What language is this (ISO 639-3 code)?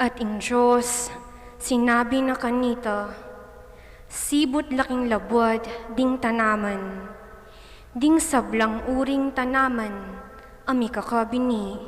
pam